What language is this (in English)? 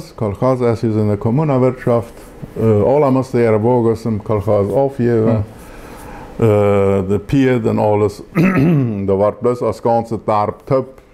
Plautdietsch